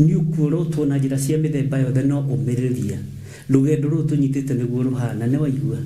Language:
Kikuyu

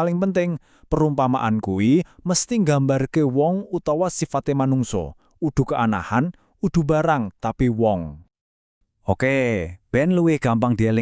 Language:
Javanese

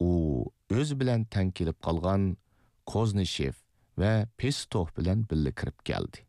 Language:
Uyghur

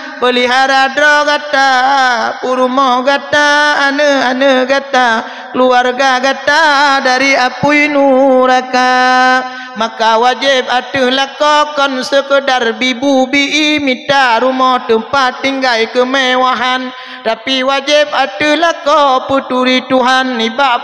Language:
Achinese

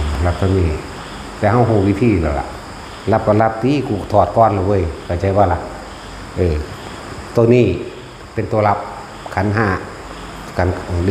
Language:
Northeastern Thai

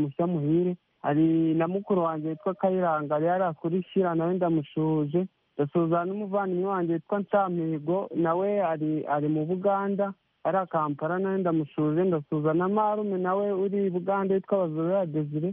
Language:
Kinyarwanda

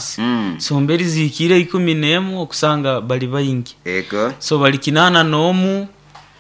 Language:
Nyoro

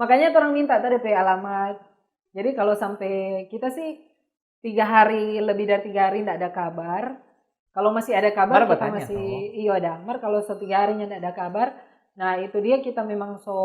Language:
Manado Malay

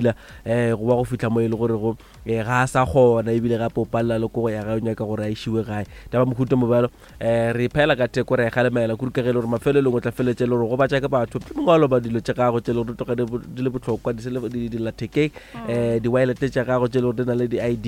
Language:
Northern Sotho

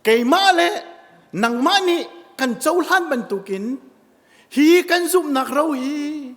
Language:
Hakha Chin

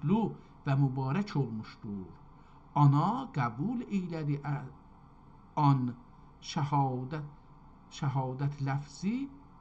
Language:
South Azerbaijani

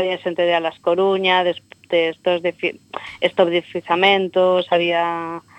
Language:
Galician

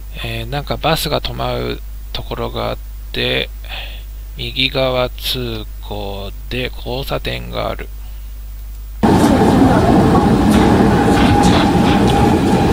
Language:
Japanese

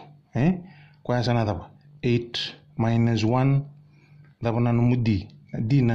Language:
Fijian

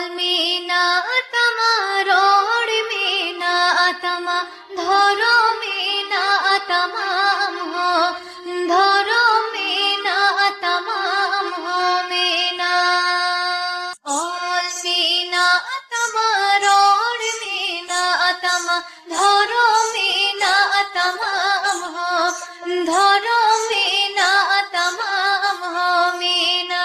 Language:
Santali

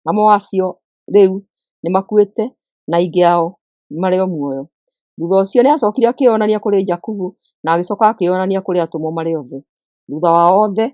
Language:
Kikuyu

